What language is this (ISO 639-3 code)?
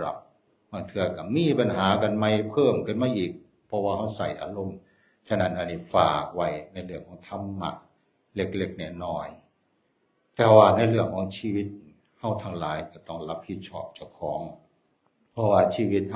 tts